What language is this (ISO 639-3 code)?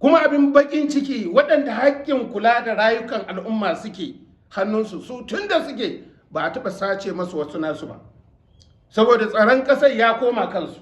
hau